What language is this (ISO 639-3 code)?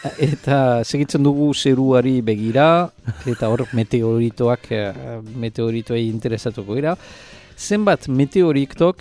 eus